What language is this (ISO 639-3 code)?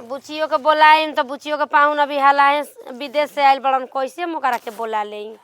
bho